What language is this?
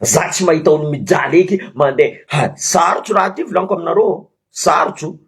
Malagasy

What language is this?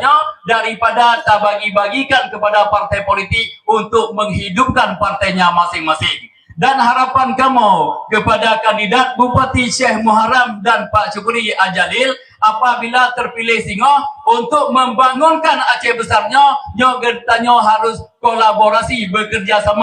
Achinese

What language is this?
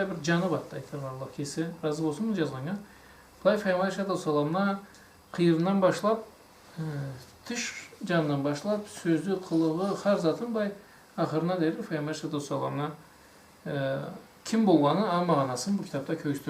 Karachay-Balkar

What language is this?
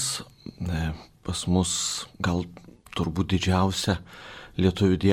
Lithuanian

